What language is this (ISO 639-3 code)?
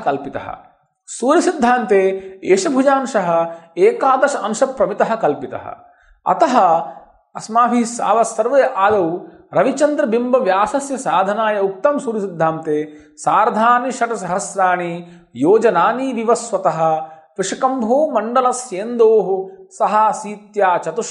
san